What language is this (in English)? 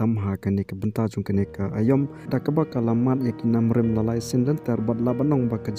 Khasi